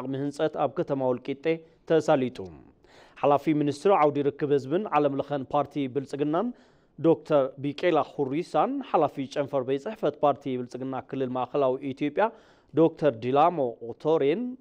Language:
Tigrinya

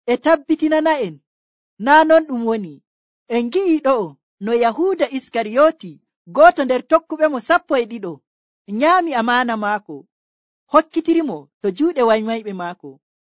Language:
Nigerian Fulfulde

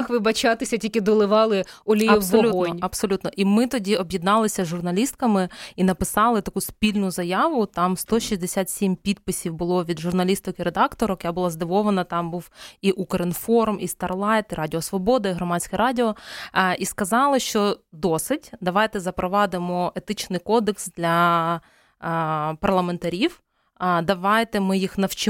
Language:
Ukrainian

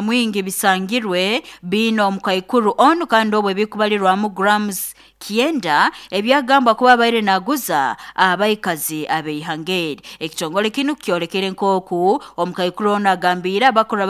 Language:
Nyoro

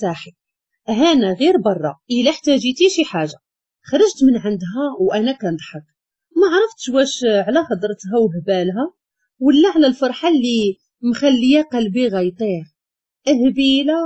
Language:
Moroccan Arabic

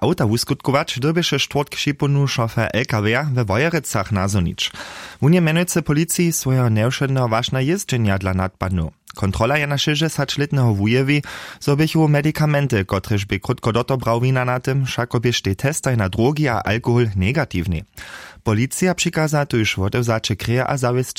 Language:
Upper Sorbian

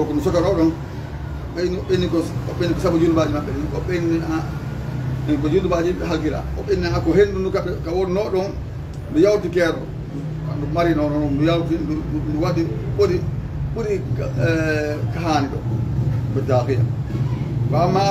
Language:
Fula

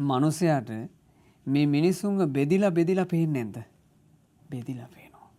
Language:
Sinhala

